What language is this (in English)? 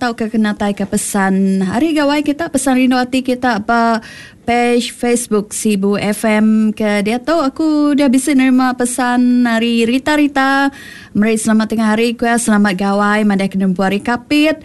Iban